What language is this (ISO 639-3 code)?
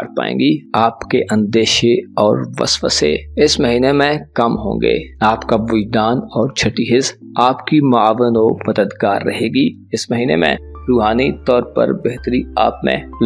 urd